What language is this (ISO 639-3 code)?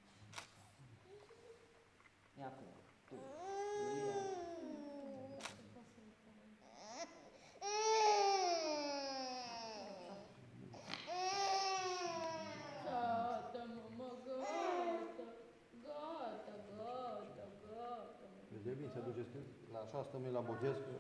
ron